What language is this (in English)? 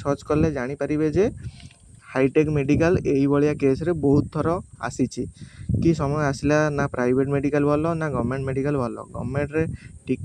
Odia